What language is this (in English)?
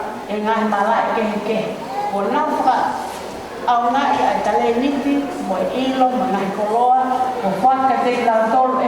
Tongan